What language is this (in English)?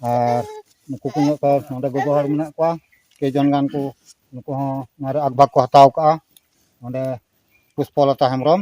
Santali